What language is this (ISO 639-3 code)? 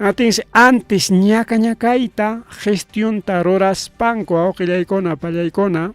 quy